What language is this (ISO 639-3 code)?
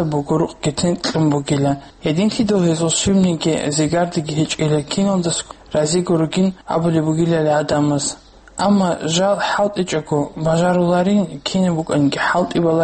ava